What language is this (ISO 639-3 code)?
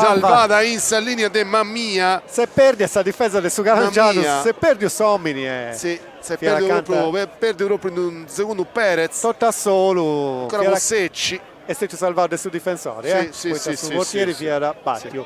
srd